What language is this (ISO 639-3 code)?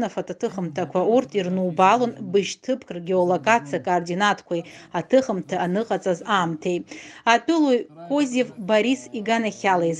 abk